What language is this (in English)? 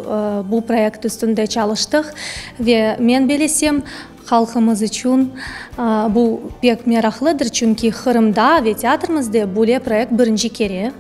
Crimean Tatar